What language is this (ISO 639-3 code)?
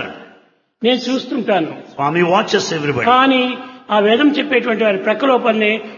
tel